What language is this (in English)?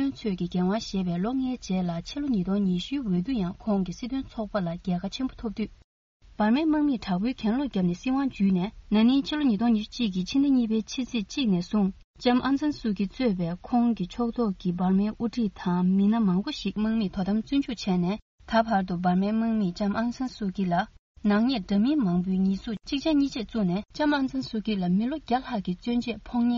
Tibetan